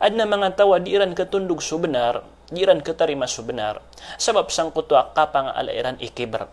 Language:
Maranao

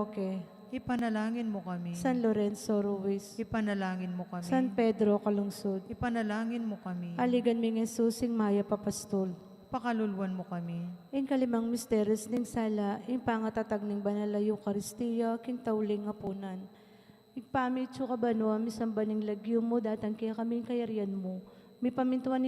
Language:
Pampanga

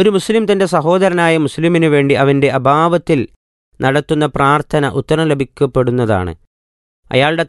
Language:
Malayalam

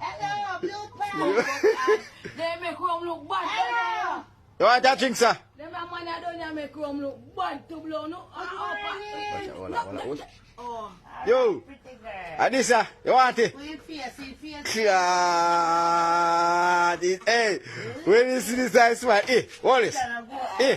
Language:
Jamaican Creole English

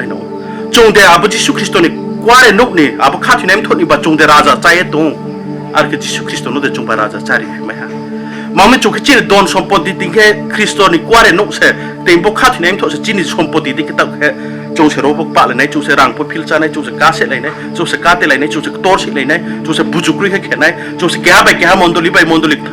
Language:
Riang (India)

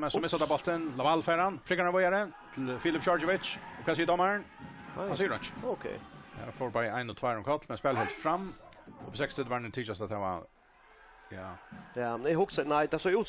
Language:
Faroese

